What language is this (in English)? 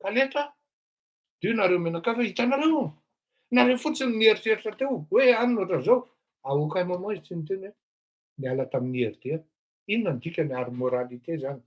Malagasy